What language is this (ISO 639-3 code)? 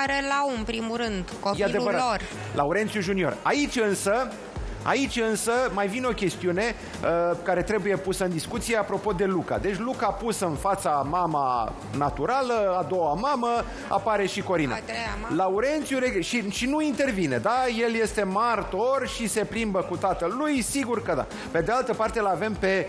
ron